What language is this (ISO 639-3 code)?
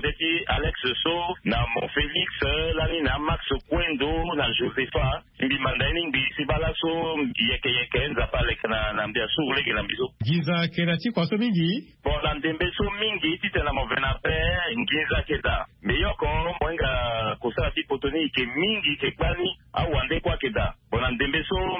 sag